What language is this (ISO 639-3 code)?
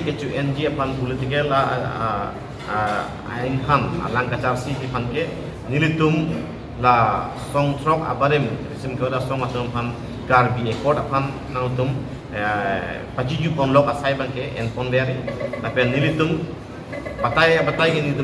mjw